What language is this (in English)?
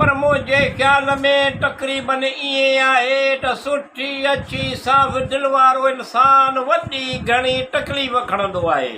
Sindhi